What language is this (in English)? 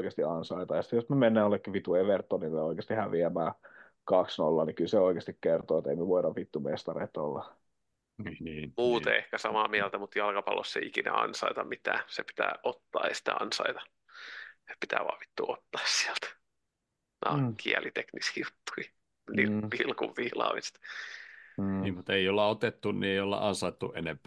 Finnish